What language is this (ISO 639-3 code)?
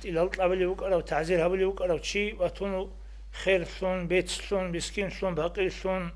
ava